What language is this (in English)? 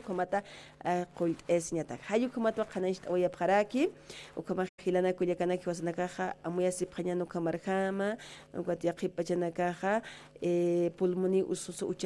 Aymara